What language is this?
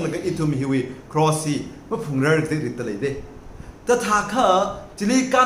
Tangkhul Naga (India)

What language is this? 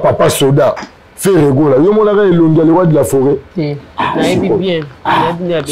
Lingala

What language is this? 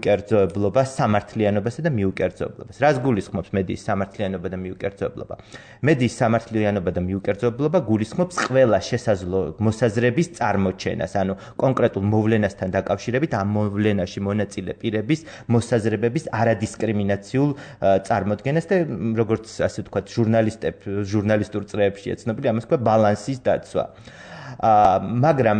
Georgian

